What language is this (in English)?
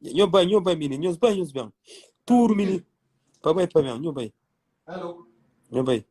Kabuverdianu